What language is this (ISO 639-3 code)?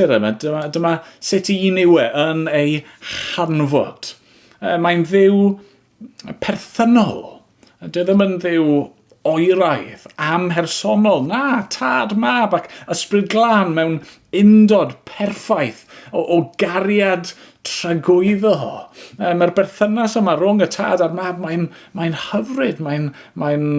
cym